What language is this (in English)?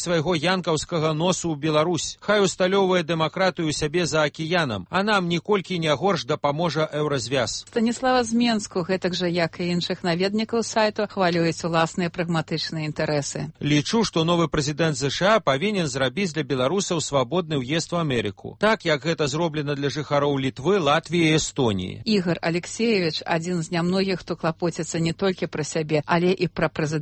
Belarusian